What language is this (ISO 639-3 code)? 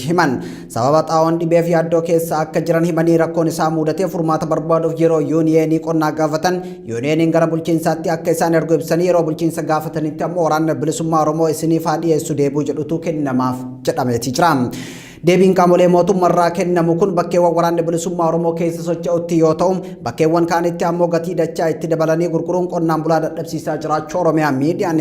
orm